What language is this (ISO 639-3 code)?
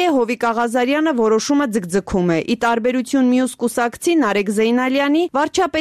hye